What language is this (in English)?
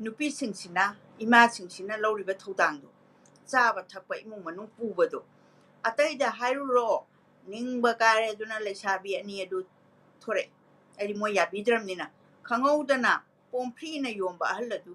Manipuri